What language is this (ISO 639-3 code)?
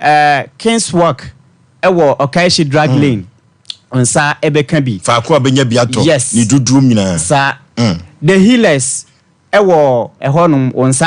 aka